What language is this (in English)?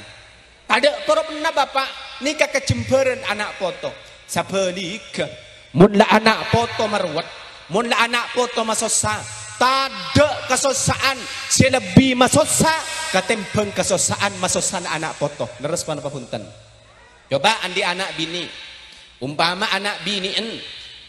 Madurese